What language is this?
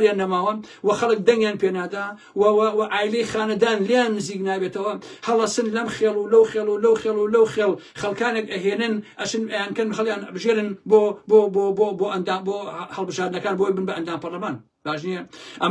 Central Kurdish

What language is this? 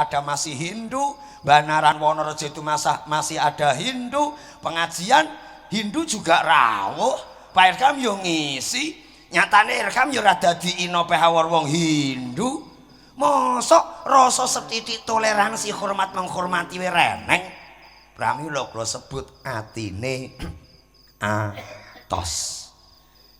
Javanese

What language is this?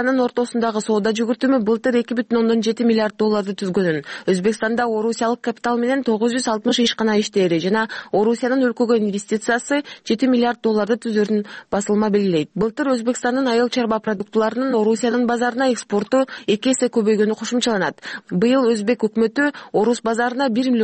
Kyrgyz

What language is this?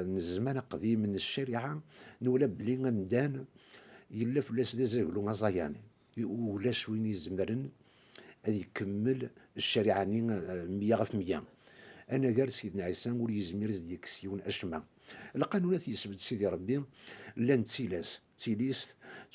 Kabyle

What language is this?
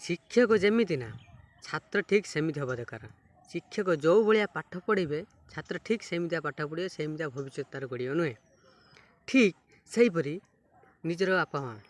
Odia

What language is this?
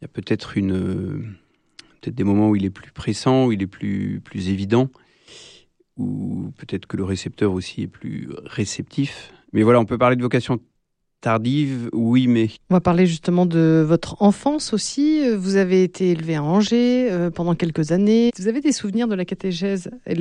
French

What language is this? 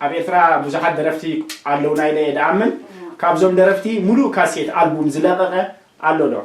Tigrinya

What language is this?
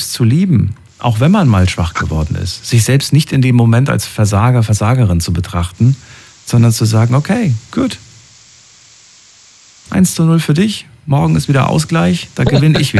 German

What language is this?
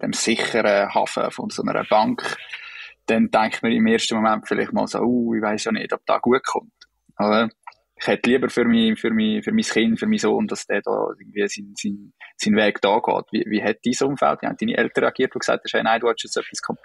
Swiss German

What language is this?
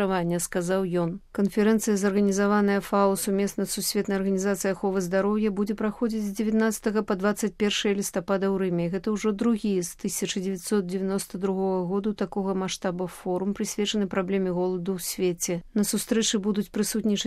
Belarusian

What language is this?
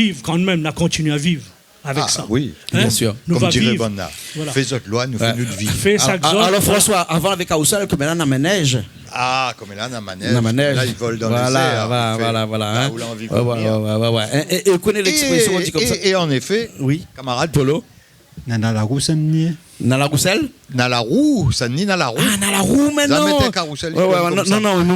Réunion Creole French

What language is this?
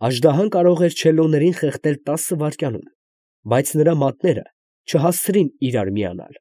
Armenian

